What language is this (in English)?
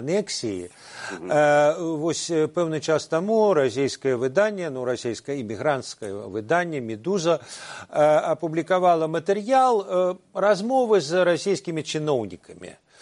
Belarusian